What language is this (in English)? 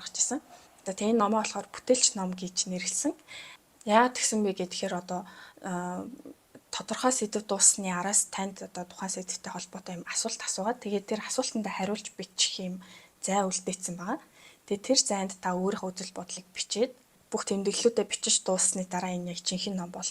Mongolian